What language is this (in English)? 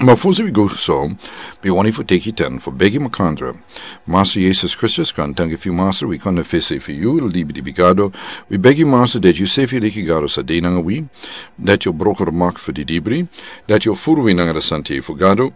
Sranan Tongo